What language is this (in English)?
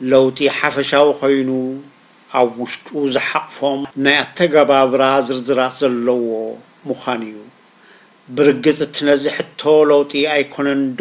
Tigrinya